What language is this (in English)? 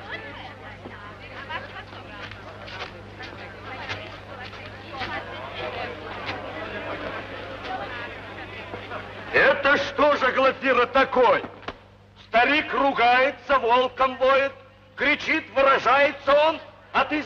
Russian